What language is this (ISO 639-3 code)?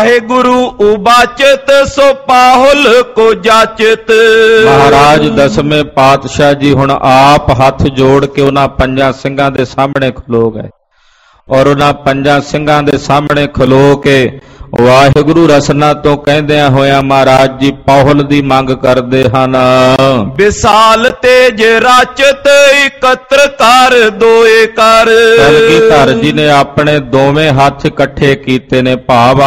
pan